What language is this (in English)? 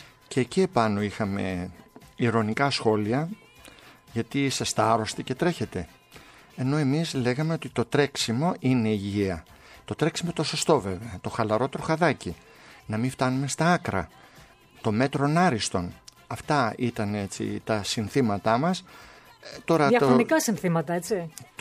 Greek